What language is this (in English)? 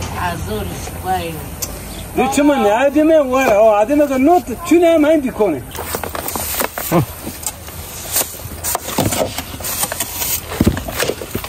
Turkish